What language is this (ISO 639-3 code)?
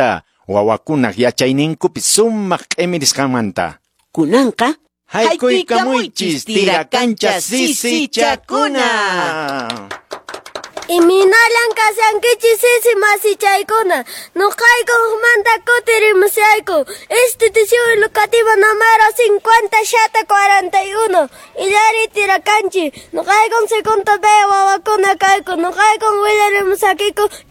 que